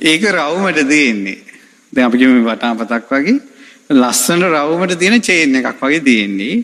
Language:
Sinhala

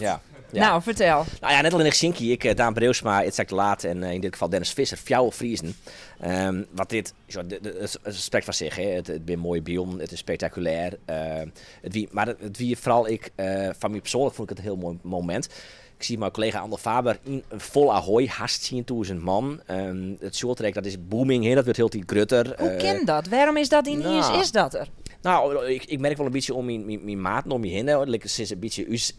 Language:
Western Frisian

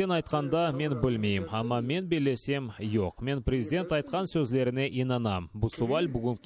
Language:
Crimean Tatar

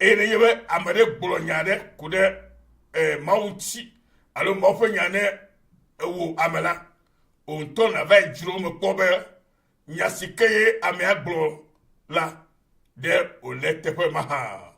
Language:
Ewe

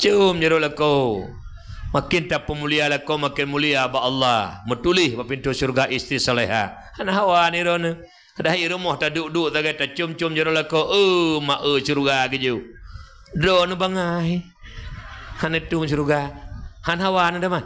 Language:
Achinese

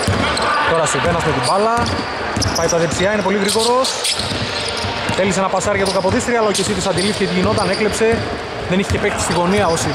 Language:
Greek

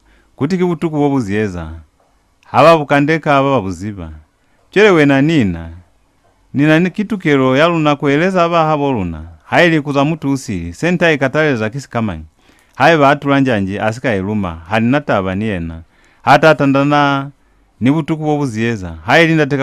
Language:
Lozi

